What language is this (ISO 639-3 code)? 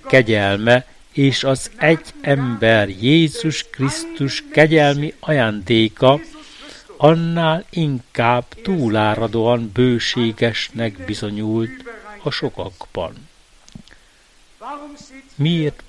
hun